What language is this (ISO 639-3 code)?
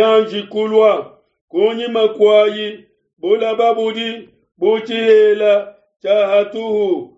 lua